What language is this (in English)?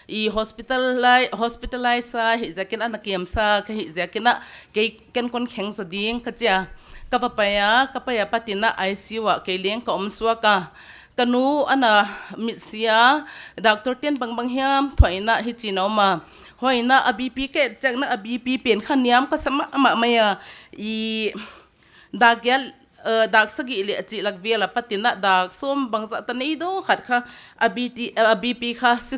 Paite Chin